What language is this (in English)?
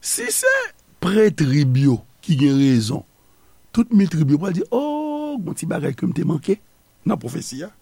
Haitian Creole